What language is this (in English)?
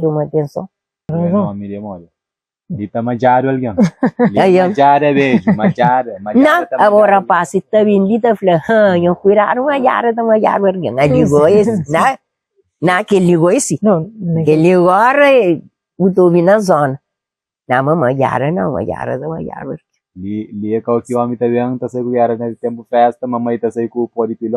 Kabuverdianu